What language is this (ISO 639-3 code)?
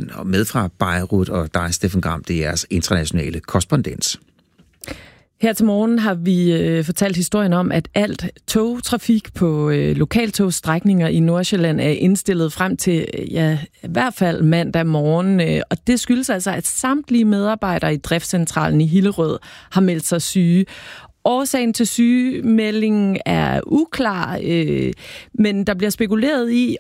dan